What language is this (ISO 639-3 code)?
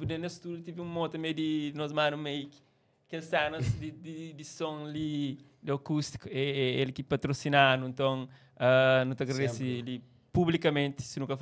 kea